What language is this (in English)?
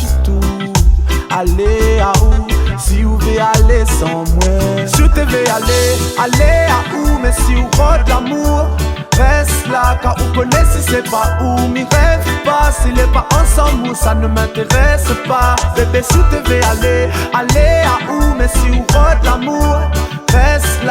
Réunion Creole French